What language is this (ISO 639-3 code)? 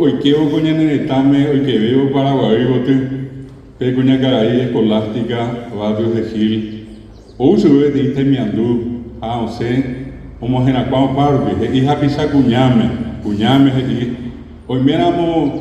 grn